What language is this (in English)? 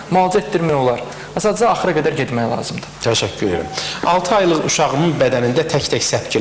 Azerbaijani